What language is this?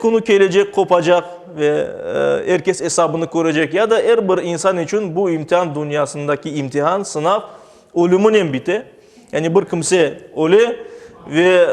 Crimean Tatar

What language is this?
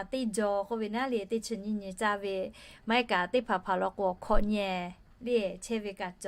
Lahu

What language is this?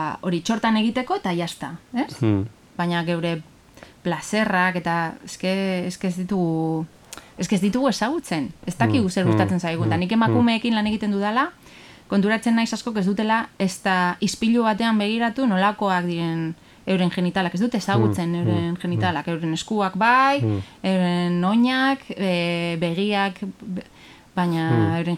Basque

